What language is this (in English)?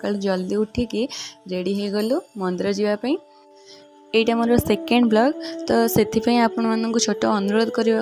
Odia